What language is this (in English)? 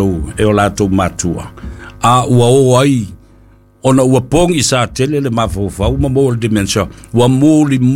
Samoan